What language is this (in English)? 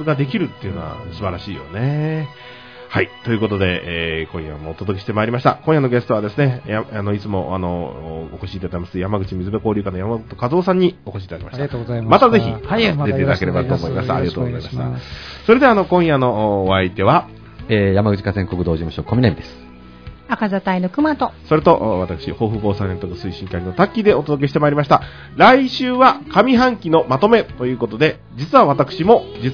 Japanese